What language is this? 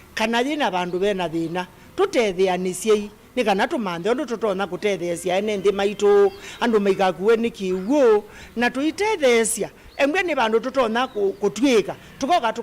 Kamba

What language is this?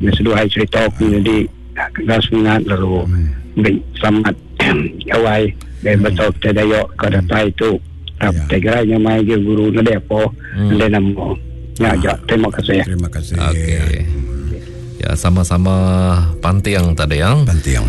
Iban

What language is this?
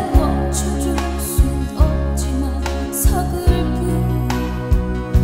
Korean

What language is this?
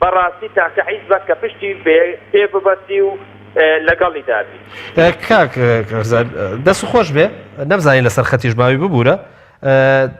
Central Kurdish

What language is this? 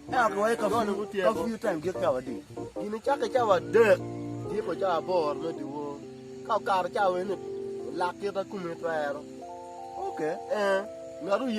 Acoli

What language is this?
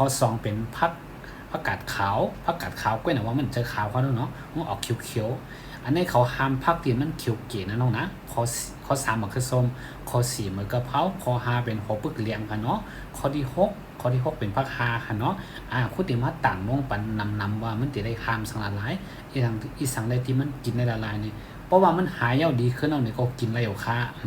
Shan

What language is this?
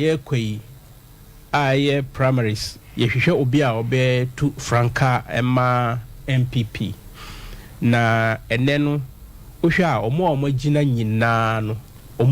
Akan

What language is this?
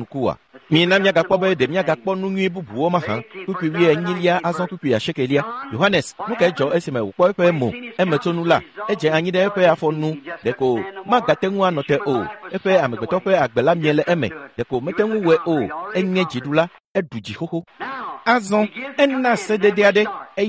Ewe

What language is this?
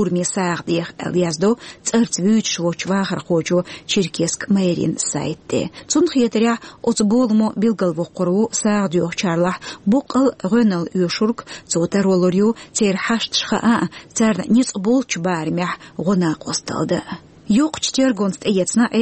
Chechen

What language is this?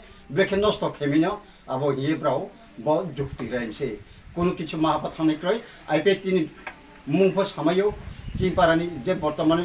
Riang (India)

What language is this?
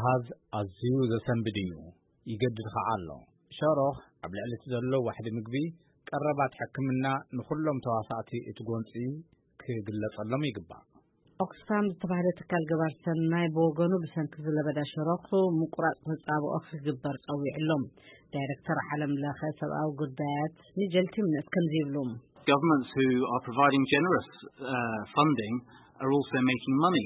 Tigrinya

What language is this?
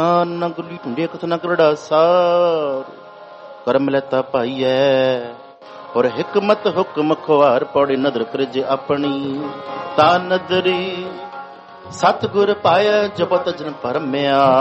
Punjabi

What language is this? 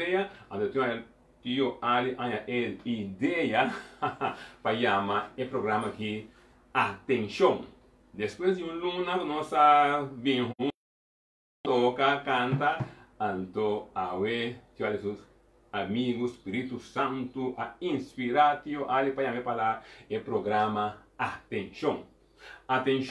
Papiamento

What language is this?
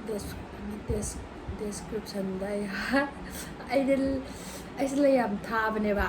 Manipuri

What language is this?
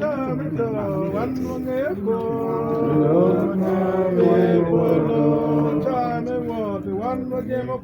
Acoli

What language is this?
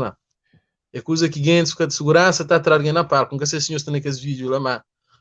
Kabuverdianu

